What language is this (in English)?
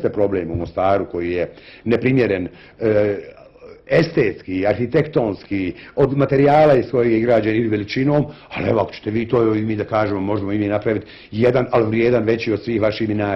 Bosnian